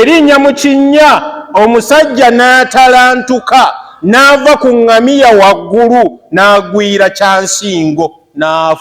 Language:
Ganda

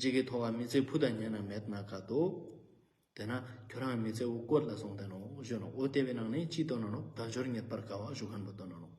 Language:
Ladakhi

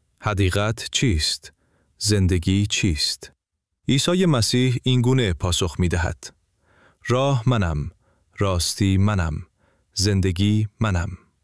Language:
Persian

